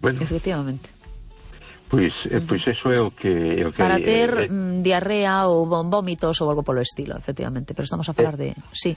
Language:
Galician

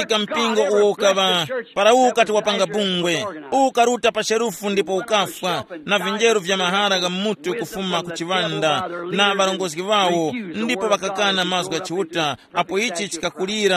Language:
Tumbuka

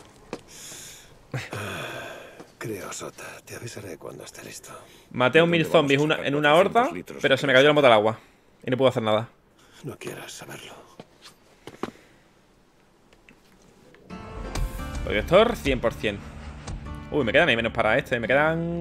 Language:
Spanish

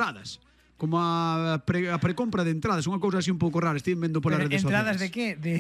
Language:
Galician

